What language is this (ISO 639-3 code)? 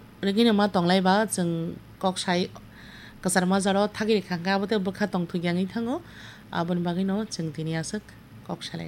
trp